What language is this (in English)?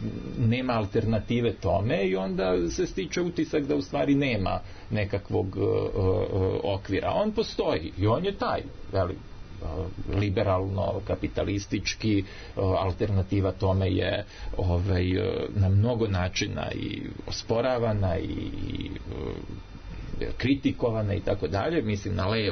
Serbian